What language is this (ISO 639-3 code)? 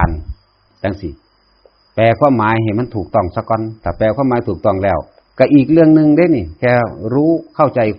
tts